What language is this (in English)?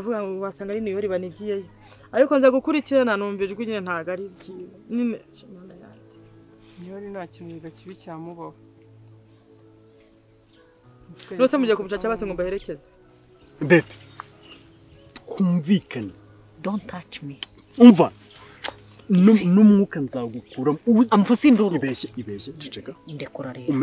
Kinyarwanda